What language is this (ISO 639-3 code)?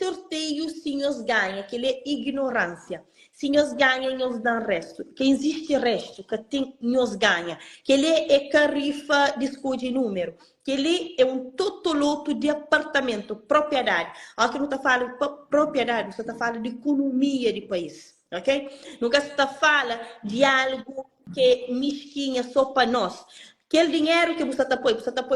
kea